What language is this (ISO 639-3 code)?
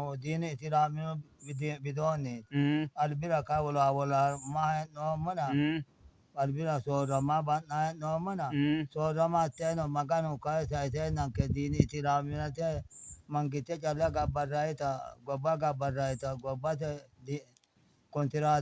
sid